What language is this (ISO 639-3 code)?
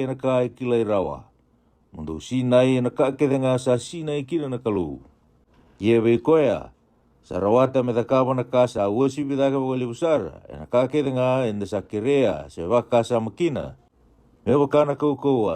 fij